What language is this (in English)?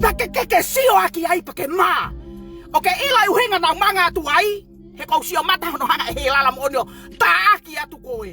Tongan